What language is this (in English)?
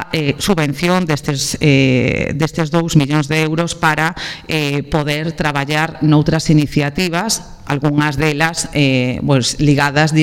Galician